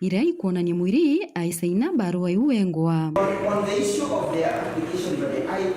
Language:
Meru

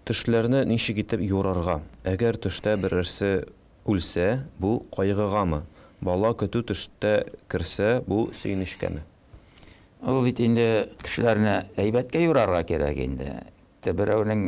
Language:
Tatar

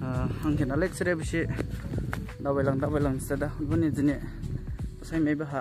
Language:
Dimasa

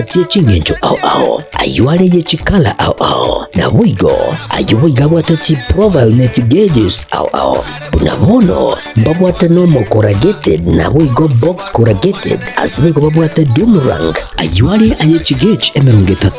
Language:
Gusii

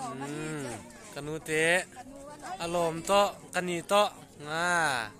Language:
Paite Chin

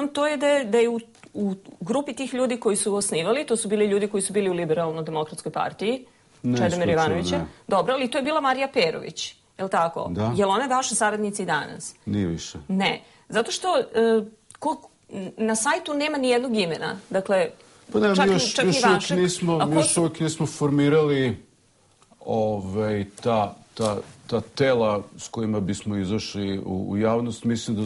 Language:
Serbian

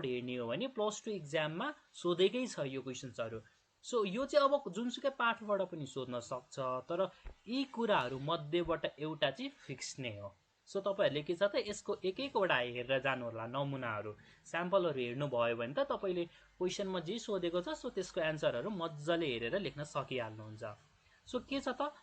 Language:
Nepali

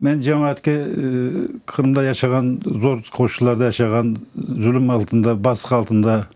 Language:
Crimean Tatar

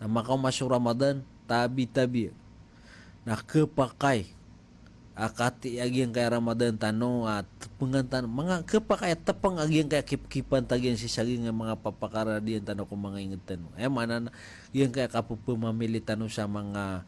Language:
Maranao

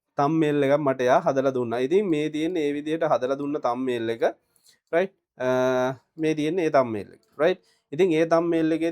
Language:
Sinhala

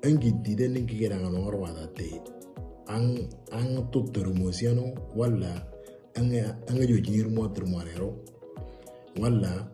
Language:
Moro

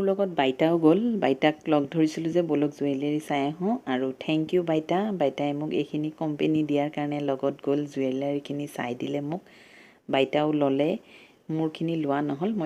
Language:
Assamese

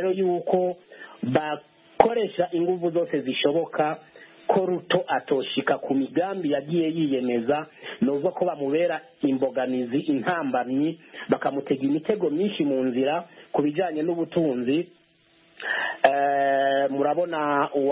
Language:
Kinyarwanda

